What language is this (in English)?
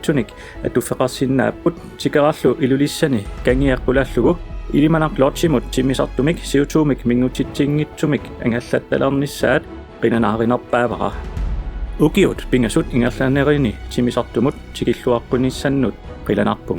Kalaallisut